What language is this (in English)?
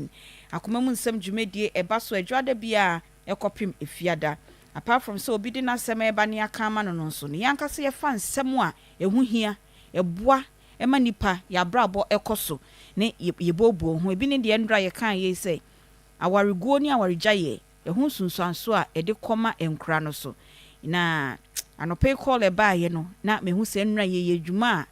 Akan